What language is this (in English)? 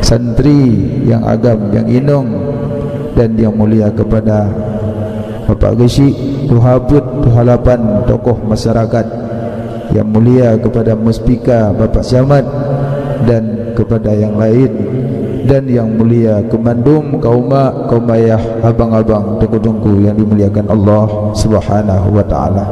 Achinese